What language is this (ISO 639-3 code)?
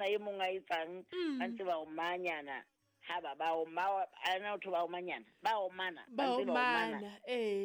sot